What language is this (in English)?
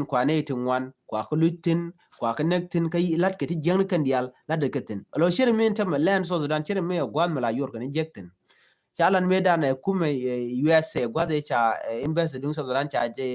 Nuer